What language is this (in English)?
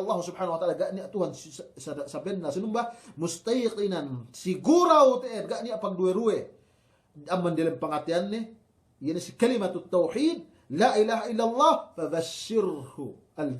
Yakan